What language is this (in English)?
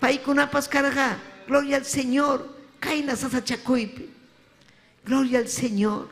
Ayacucho Quechua